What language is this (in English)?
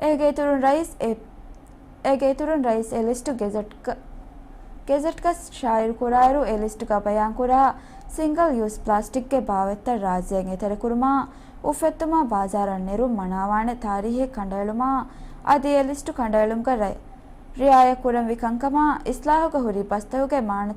Divehi